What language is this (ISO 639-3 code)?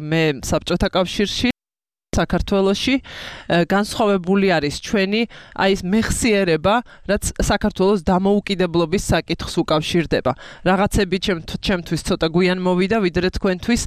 kat